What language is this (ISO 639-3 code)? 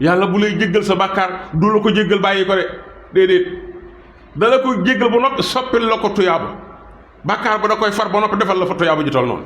wol